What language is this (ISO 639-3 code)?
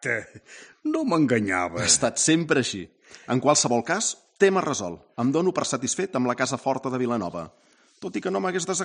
cat